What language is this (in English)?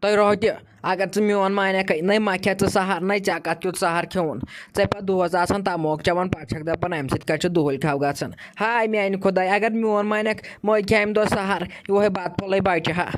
Kashmiri